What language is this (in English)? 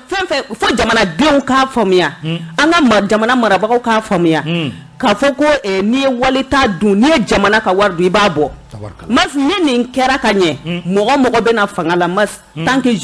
Bambara